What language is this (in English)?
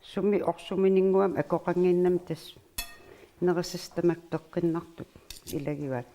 Kalaallisut